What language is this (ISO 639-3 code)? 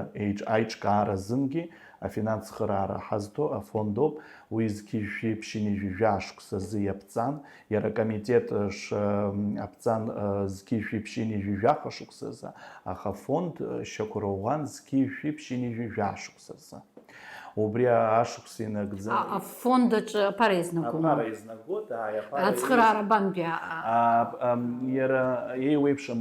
abk